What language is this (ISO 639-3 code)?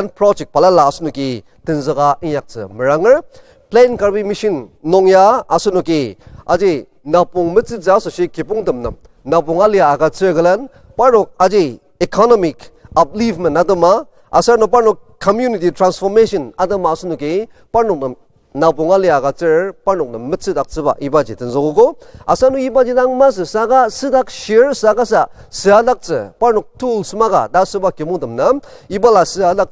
njo